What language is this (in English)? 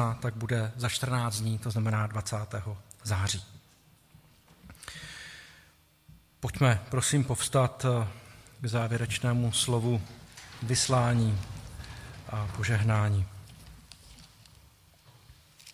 Czech